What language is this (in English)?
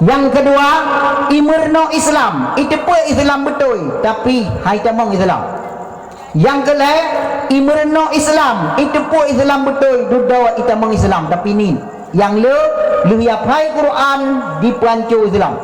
Achinese